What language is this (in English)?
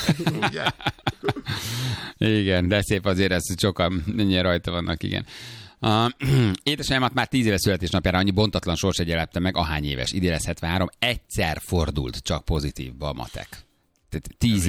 Hungarian